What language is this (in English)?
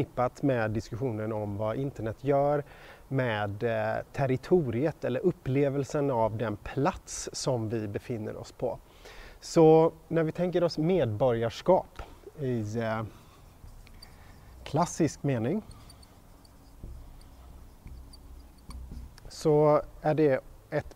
Swedish